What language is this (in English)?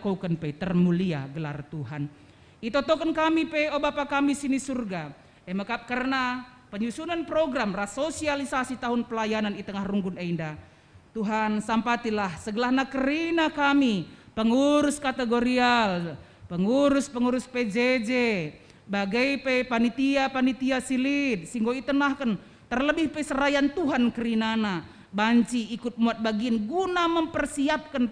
Batak Karo